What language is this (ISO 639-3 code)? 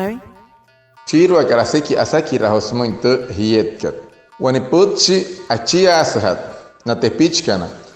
guc